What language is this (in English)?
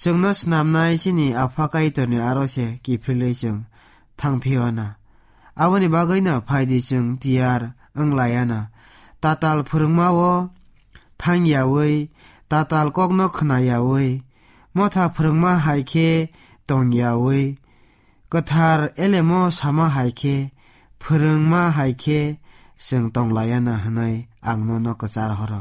Kok Borok